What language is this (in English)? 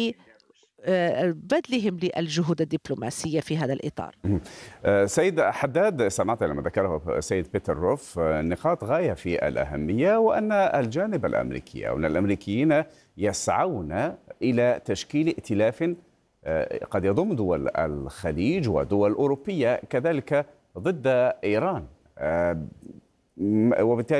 Arabic